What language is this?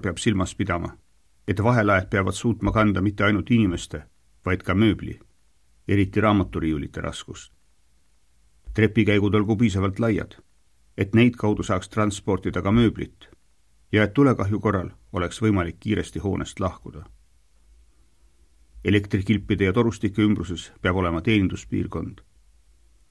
Estonian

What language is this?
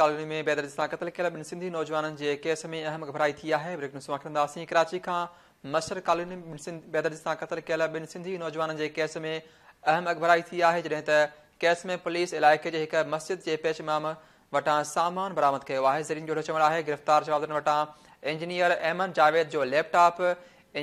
Sindhi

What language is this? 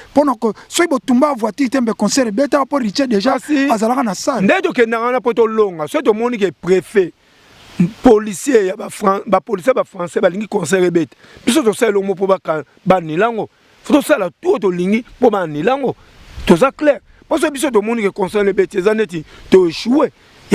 Lingala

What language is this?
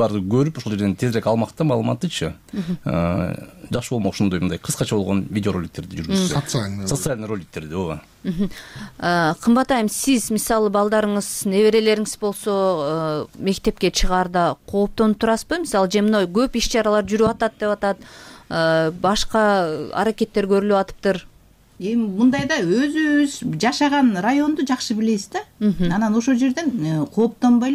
Kyrgyz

